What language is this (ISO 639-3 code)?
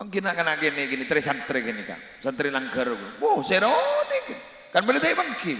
mad